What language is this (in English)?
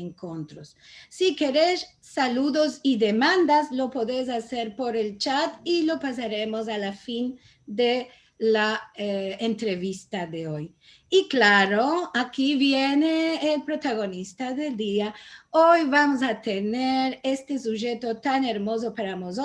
Ladino